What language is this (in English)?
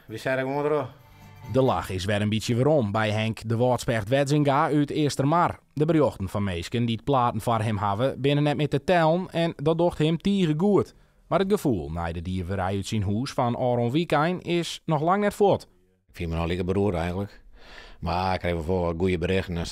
Western Frisian